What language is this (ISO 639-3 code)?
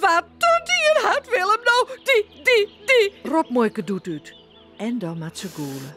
fry